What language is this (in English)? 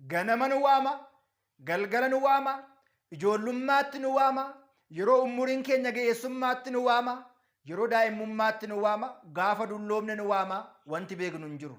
Oromo